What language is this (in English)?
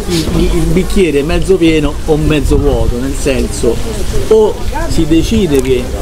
Italian